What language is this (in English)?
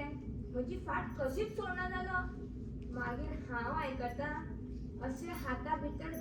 Konkani